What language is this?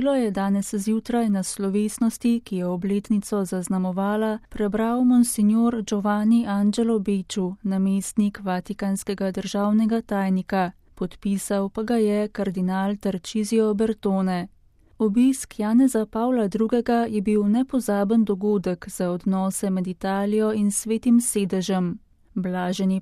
Slovenian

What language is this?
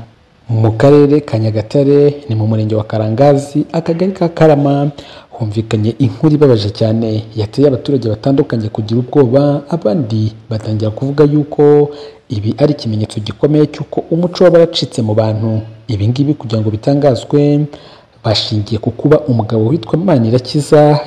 Kinyarwanda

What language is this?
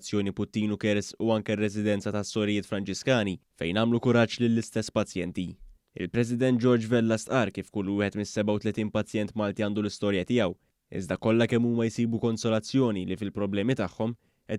Maltese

